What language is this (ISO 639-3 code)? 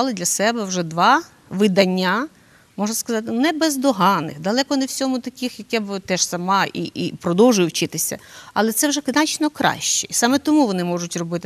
ukr